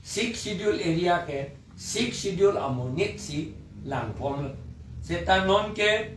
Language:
Karbi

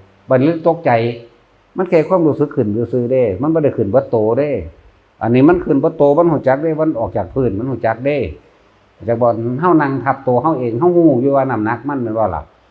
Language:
Northeastern Thai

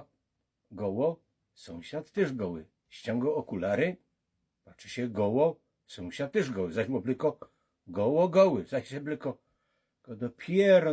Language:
Silesian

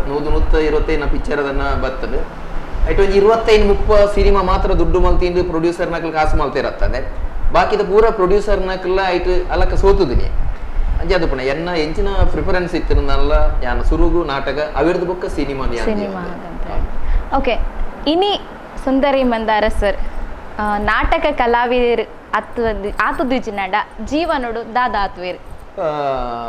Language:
Tulu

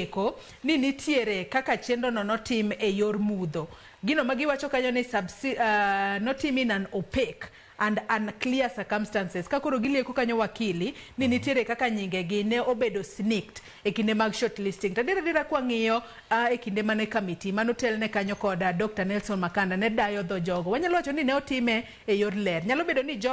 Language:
Luo (Kenya and Tanzania)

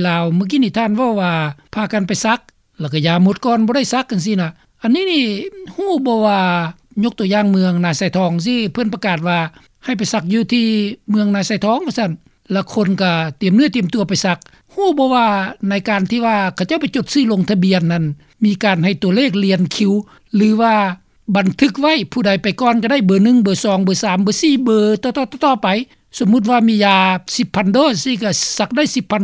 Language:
Lao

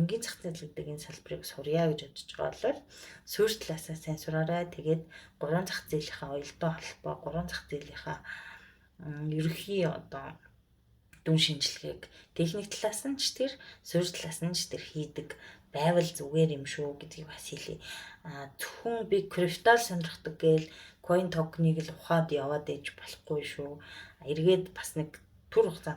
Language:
Mongolian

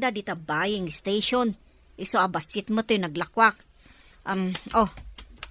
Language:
Iloko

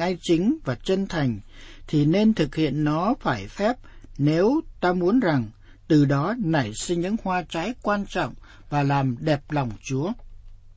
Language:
Vietnamese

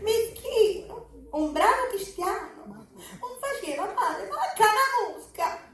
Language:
Sicilian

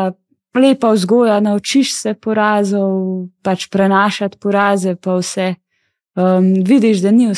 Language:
Slovenian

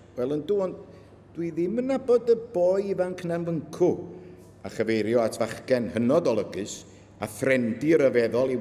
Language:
Welsh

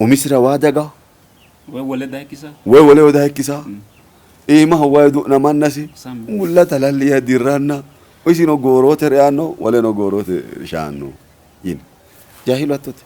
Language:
Sidamo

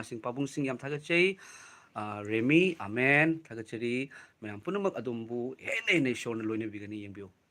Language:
Manipuri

